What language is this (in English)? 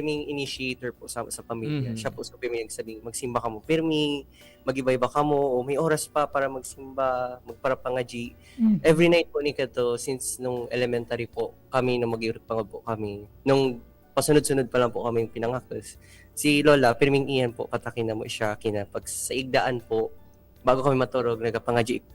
Bikol